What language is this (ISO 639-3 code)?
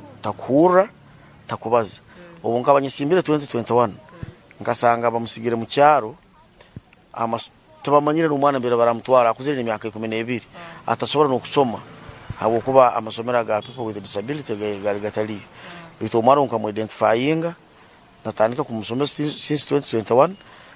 nyn